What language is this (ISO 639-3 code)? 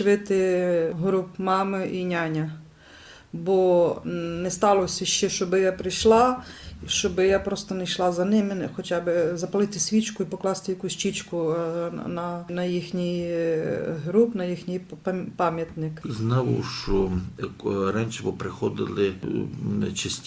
rue